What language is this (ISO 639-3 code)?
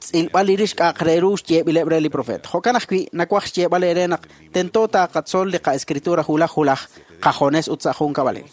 kek